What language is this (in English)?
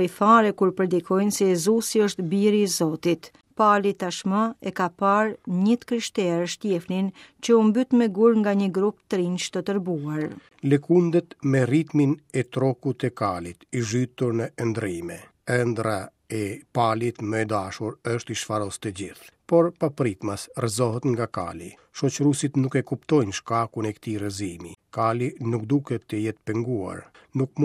Albanian